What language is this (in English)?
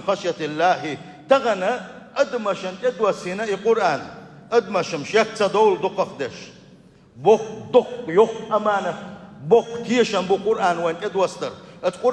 Chechen